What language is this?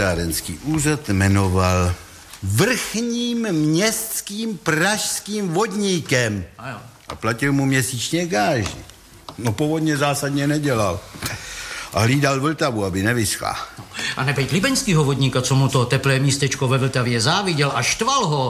Czech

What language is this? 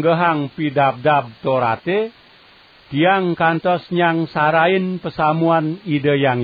Balinese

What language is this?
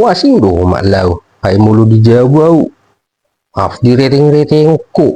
Batak Toba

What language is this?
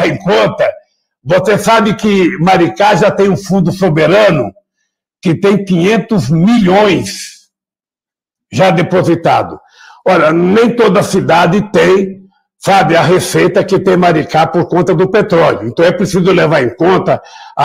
Portuguese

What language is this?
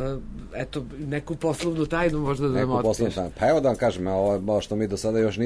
Serbian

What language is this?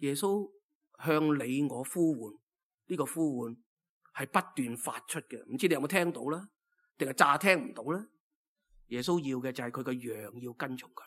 Cantonese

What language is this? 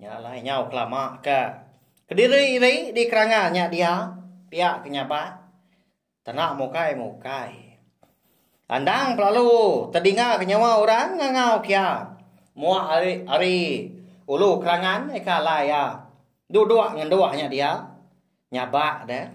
Iban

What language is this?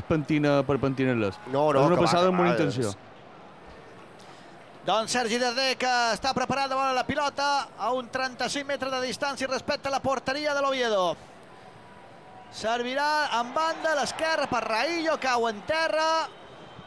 Catalan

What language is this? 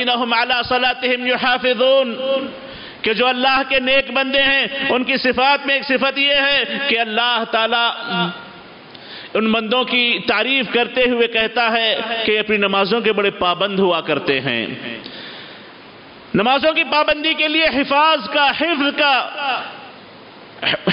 Urdu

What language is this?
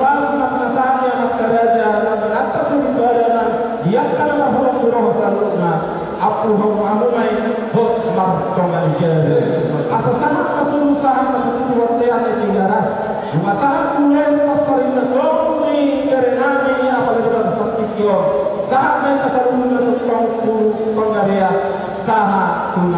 Batak Toba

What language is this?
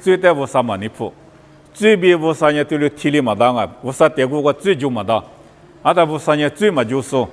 Lisu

